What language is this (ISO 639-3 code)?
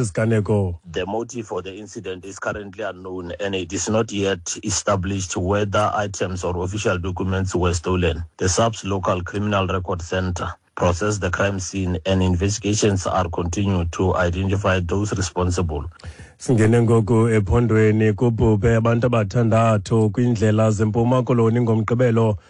xho